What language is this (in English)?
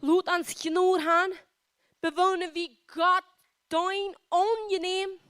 Plautdietsch